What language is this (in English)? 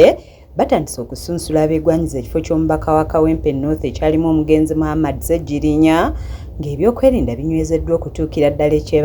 Ganda